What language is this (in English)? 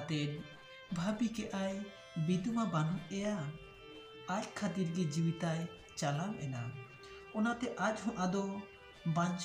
Santali